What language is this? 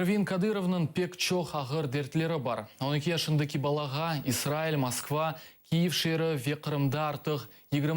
Crimean Tatar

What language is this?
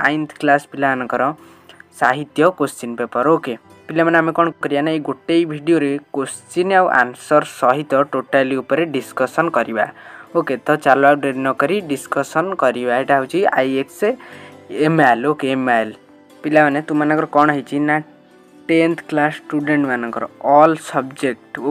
Odia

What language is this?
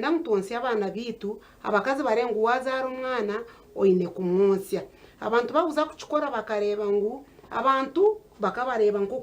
Nyankole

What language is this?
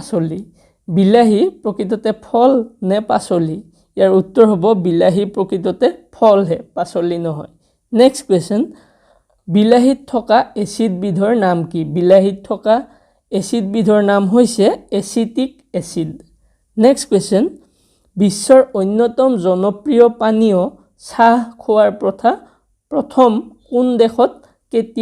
Assamese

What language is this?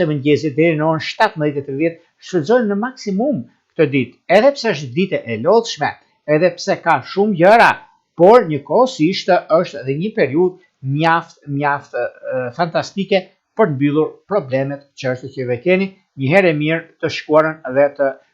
Albanian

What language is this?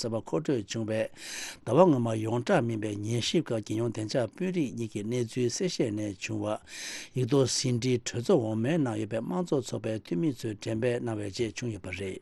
Tibetan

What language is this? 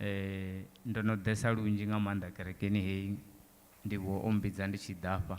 Venda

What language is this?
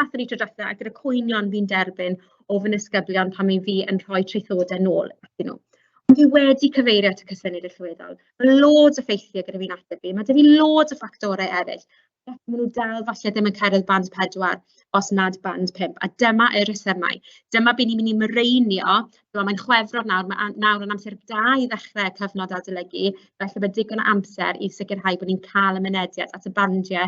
Welsh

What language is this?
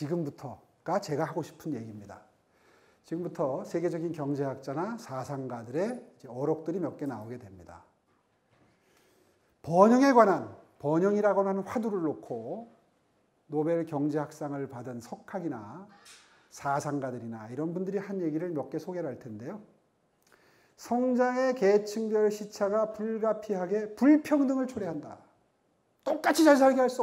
Korean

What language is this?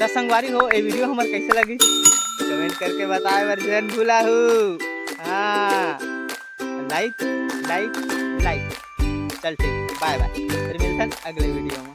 Chhattisgarhi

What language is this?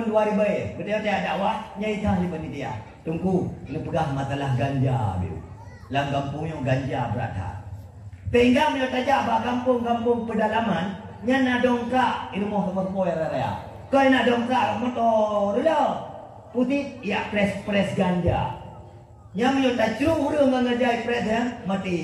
Achinese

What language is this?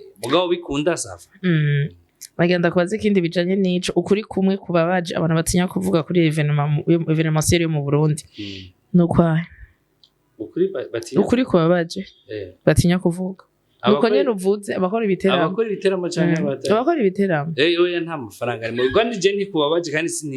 Rundi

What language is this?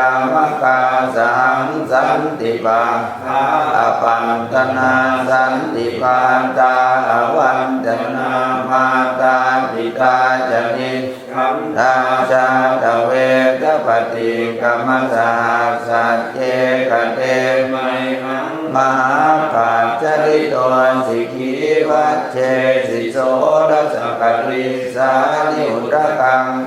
Pali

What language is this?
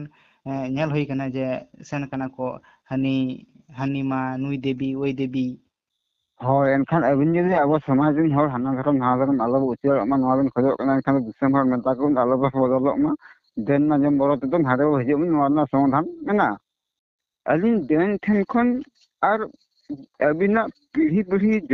Santali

